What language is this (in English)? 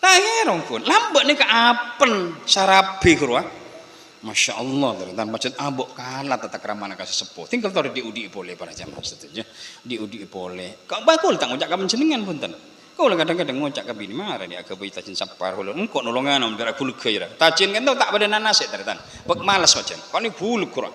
Madurese